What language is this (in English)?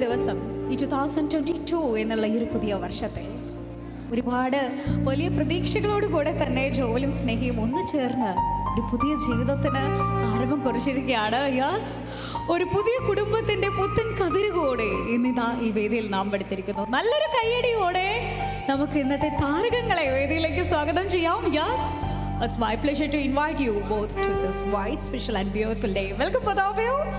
Malayalam